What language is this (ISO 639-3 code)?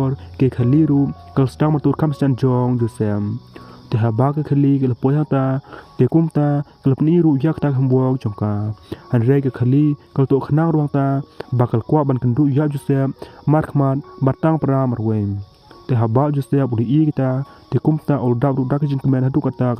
kha